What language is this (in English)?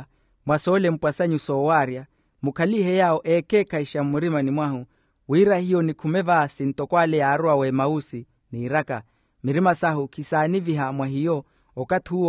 Makhuwa